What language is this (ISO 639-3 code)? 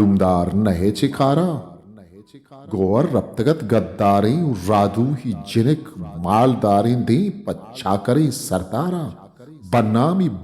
bgp